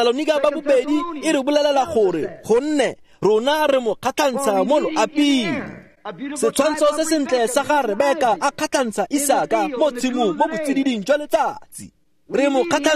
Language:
Tswana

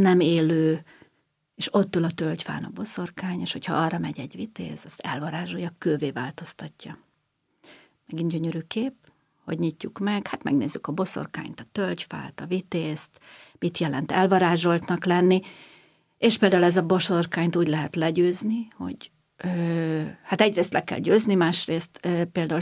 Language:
Hungarian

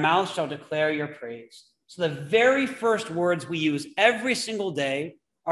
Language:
English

